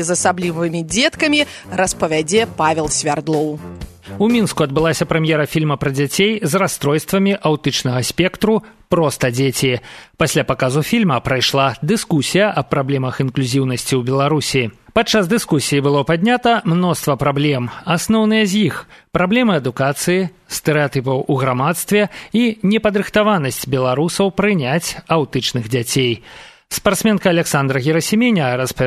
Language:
Belarusian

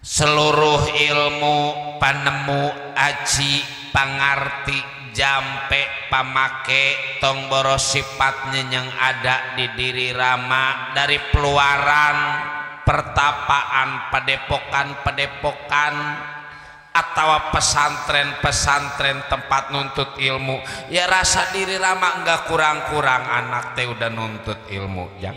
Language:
Betawi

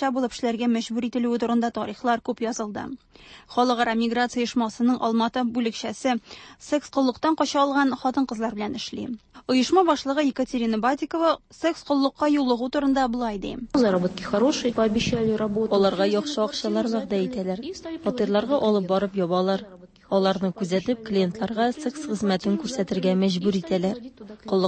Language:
Tatar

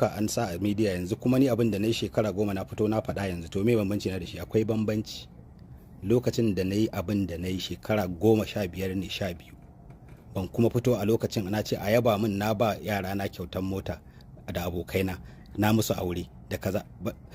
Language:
Hausa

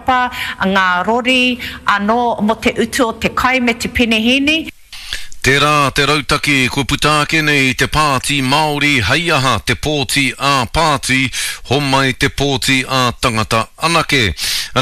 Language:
Māori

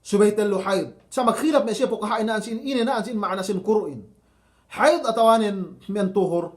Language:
Yakan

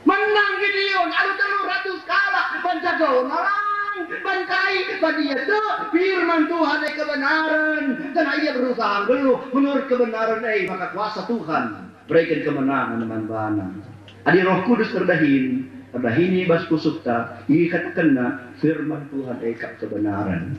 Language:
Batak Karo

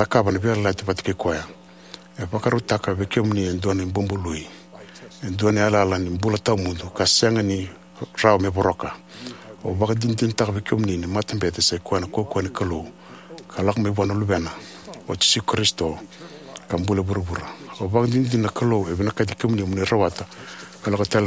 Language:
Fijian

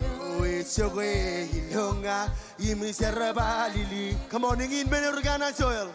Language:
Marshallese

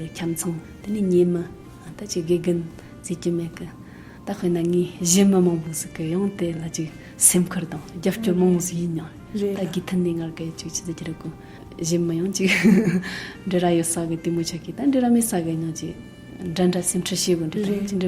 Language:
Tibetan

